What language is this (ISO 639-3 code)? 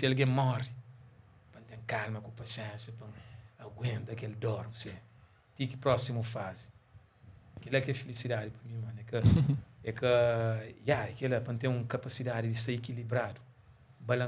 kea